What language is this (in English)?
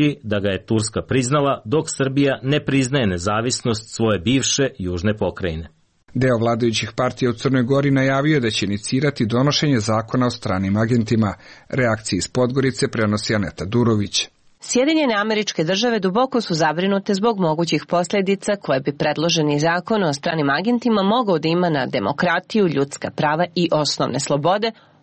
Serbian